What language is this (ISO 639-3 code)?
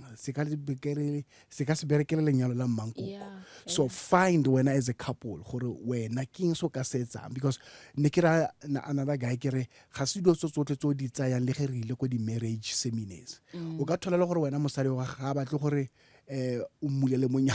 nso